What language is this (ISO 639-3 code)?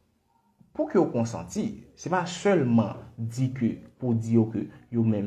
hat